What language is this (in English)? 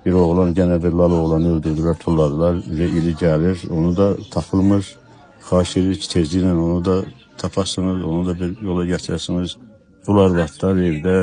Azerbaijani